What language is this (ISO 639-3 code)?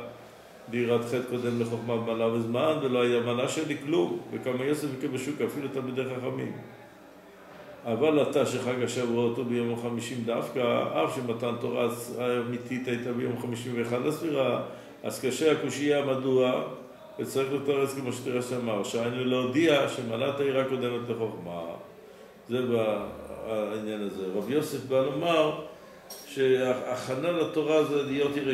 heb